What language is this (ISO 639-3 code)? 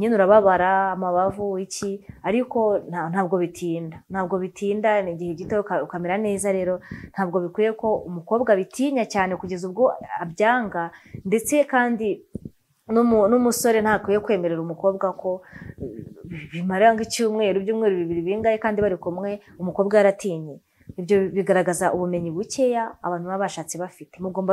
kin